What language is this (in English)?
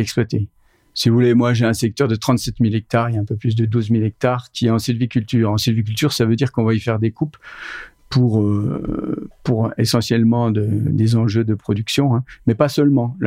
French